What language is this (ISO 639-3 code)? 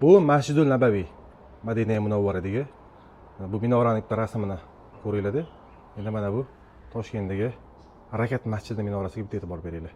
uzb